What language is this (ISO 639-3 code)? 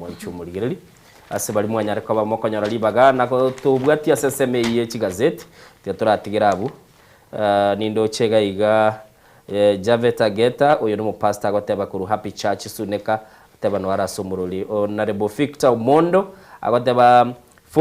guz